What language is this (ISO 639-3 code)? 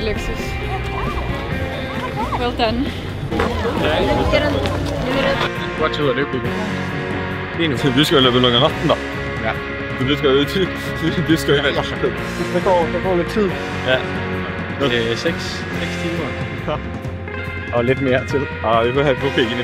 dan